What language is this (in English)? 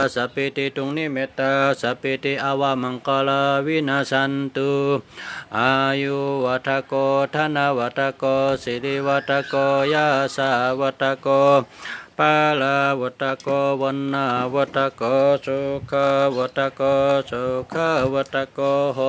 Shan